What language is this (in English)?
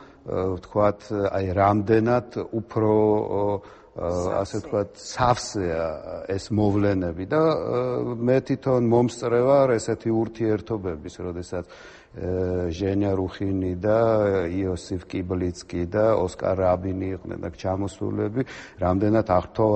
Georgian